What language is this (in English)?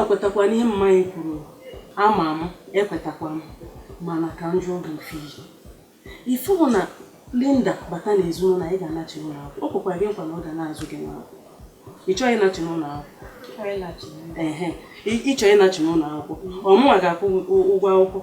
Igbo